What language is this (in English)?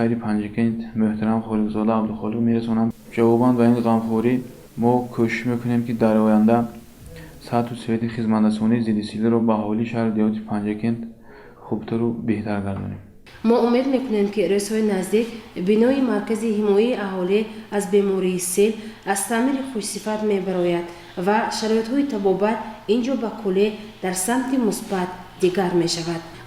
Tajik